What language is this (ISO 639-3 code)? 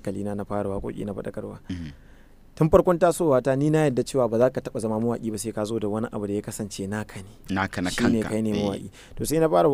hau